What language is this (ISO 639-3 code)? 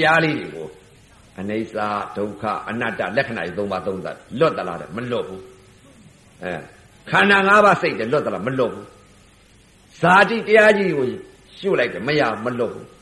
mya